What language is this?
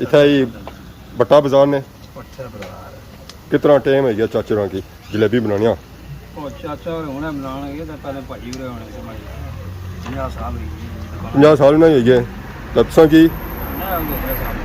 Pahari-Potwari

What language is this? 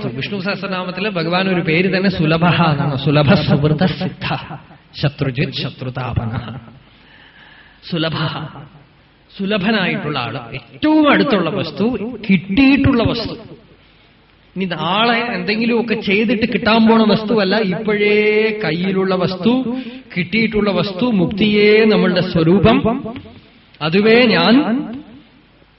Malayalam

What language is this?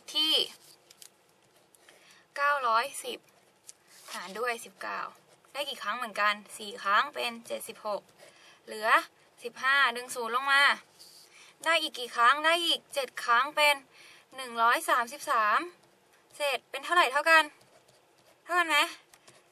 Thai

